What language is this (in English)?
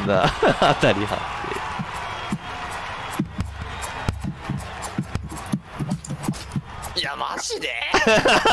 Japanese